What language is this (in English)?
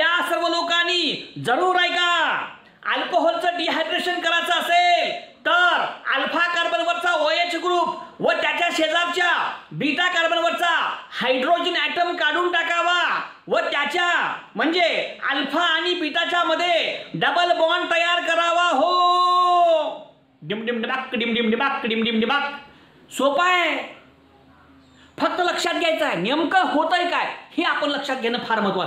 Marathi